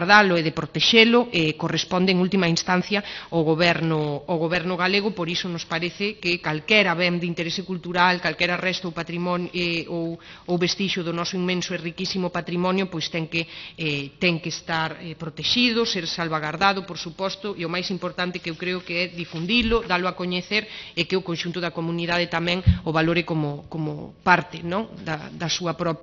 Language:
Galician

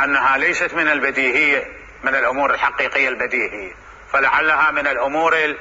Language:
Mesopotamian Arabic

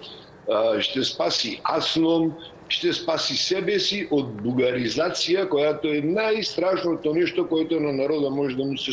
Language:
Bulgarian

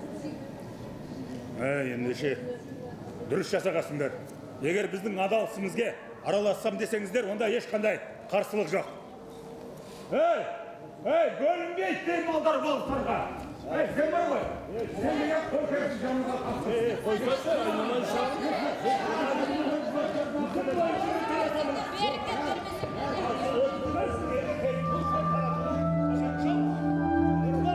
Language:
Kazakh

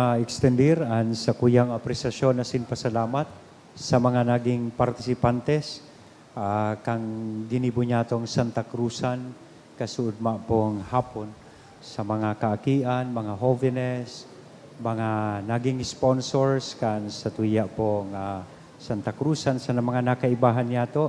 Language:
Bikol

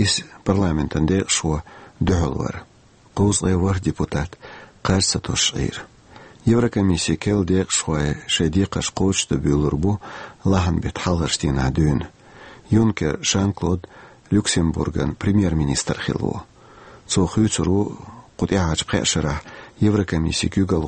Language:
Chechen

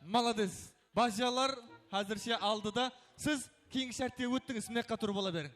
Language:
Kara-Kalpak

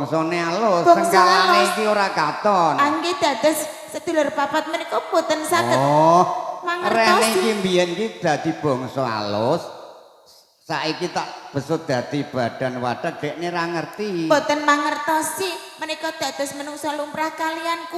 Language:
Javanese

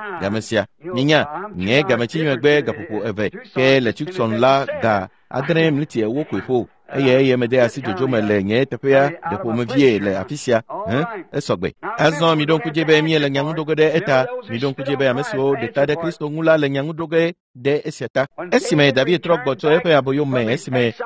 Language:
Ewe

